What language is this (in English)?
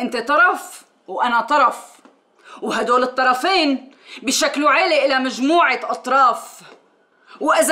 North Levantine Arabic